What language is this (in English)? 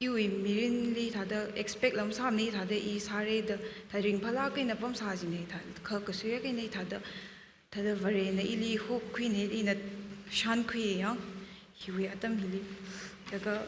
Tangkhul Naga (India)